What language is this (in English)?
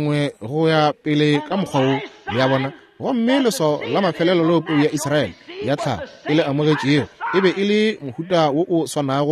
Northern Sotho